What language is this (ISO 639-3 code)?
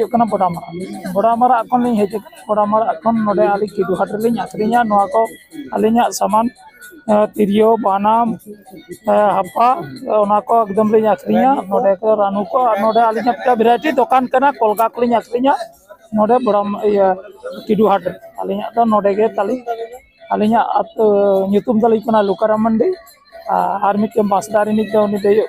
sat